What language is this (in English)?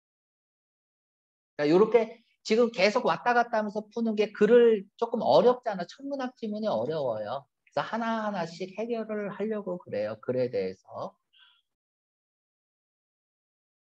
Korean